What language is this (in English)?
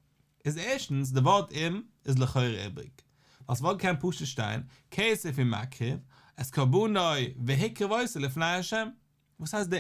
Yiddish